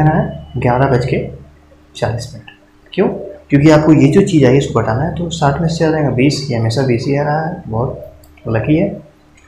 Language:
Hindi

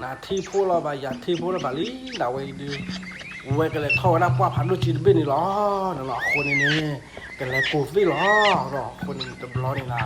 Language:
S'gaw Karen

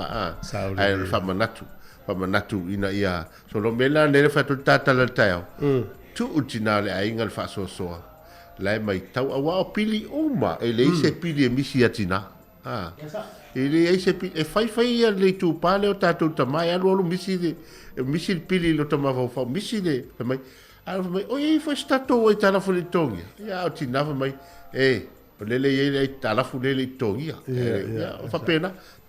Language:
Samoan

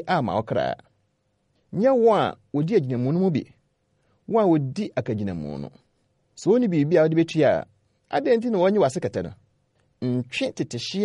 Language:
Akan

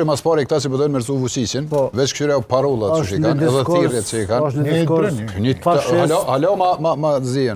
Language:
Albanian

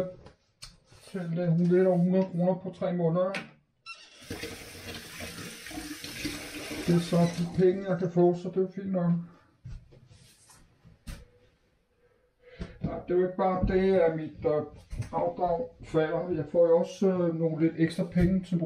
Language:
Danish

